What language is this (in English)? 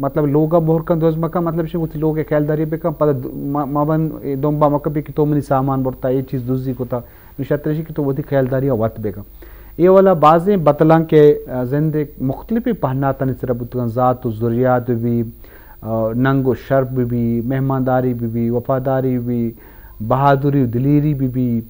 Eastern Balochi